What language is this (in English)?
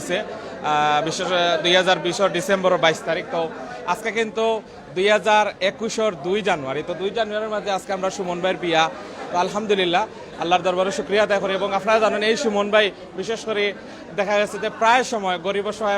Sylheti